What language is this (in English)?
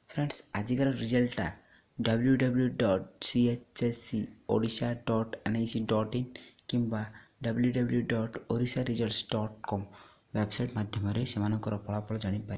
Odia